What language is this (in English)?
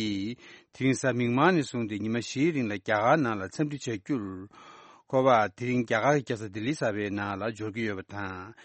Tibetan